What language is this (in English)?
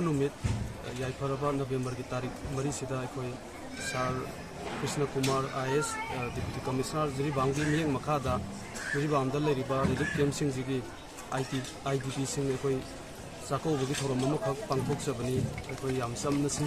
Manipuri